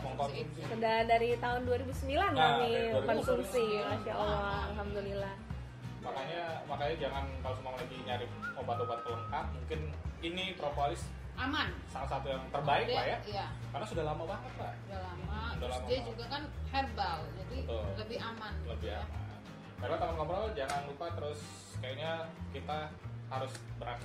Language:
Indonesian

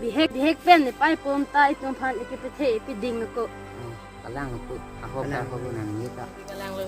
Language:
Karbi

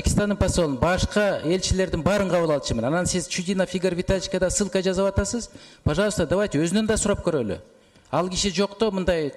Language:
Kyrgyz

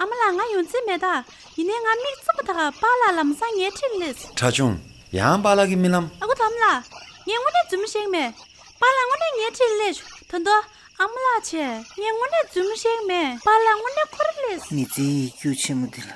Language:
Tibetan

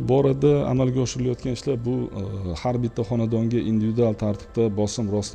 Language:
Uzbek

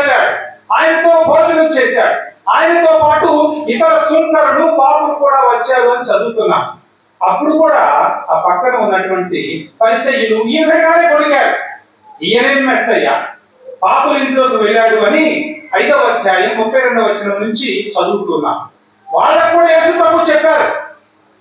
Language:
Telugu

